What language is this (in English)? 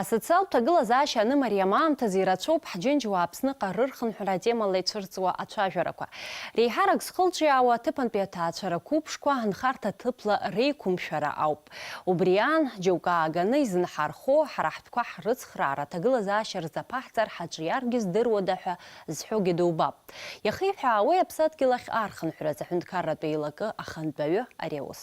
Abkhazian